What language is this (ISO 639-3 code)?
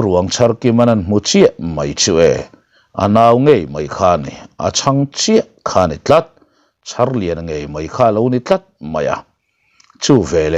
lus